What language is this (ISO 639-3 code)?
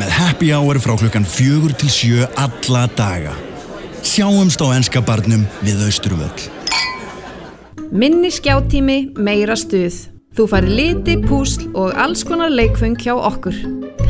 isl